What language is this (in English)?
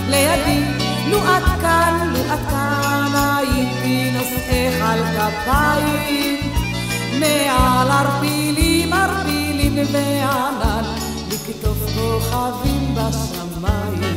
Hebrew